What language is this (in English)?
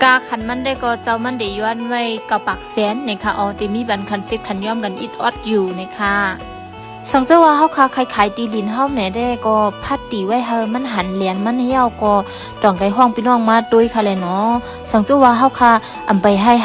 Shan